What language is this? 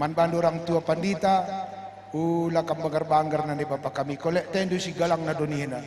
Batak Karo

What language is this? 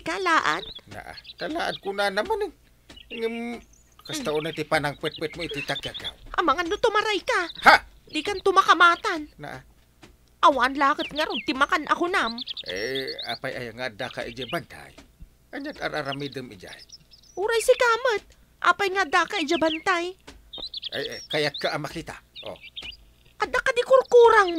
Iloko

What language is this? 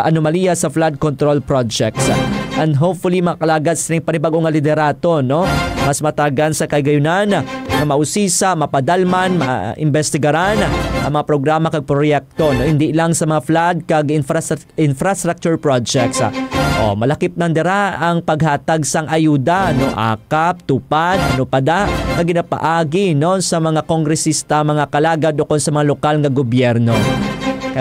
Hiligaynon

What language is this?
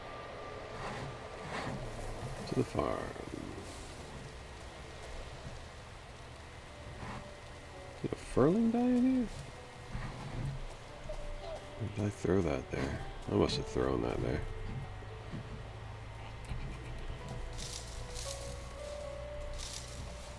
English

